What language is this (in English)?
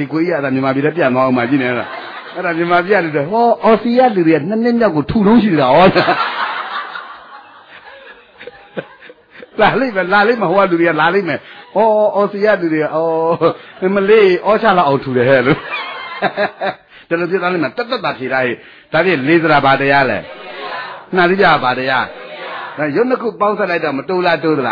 Burmese